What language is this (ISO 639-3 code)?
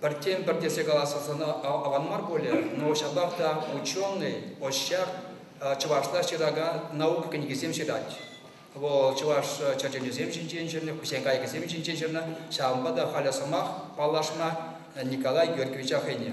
chv